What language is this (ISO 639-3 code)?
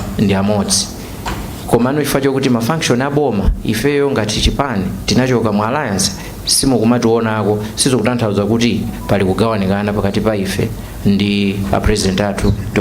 nya